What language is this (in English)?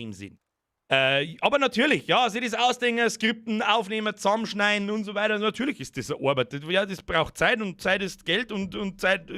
Bavarian